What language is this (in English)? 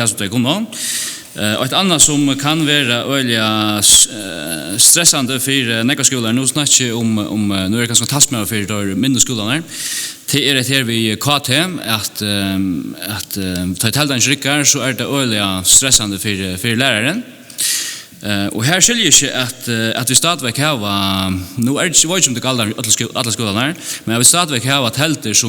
Faroese